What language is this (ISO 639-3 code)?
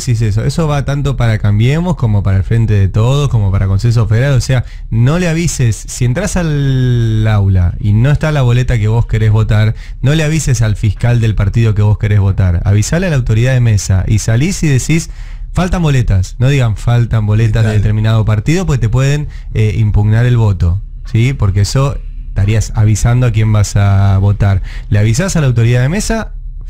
spa